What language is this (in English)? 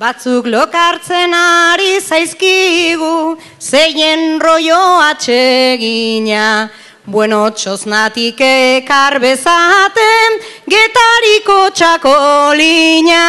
Basque